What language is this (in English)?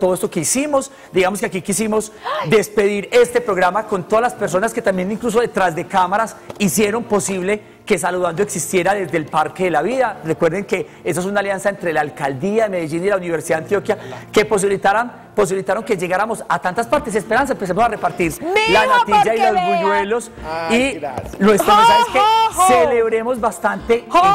Spanish